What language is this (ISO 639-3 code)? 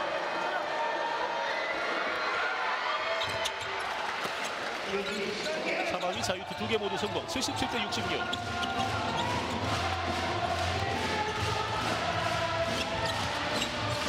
kor